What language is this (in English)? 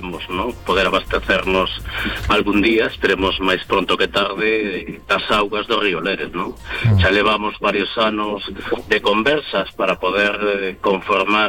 Galician